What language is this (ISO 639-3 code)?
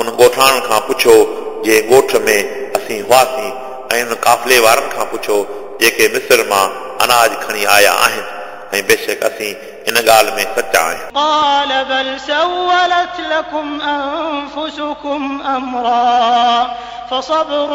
snd